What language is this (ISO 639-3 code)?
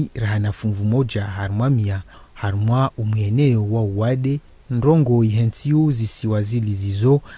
zdj